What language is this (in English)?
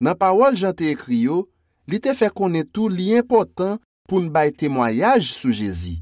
Haitian Creole